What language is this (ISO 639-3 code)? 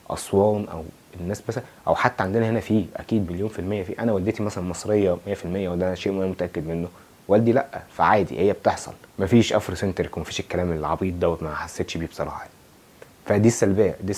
arz